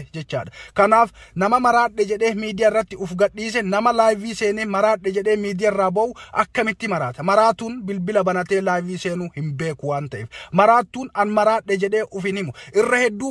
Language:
Oromo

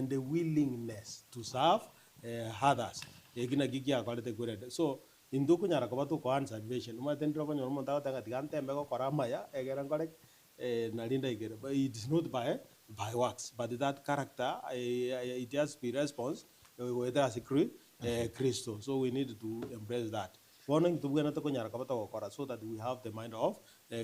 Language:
Gusii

